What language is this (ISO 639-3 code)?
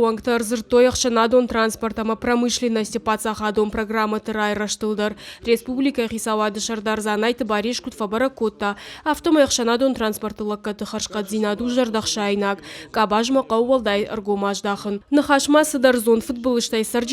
oss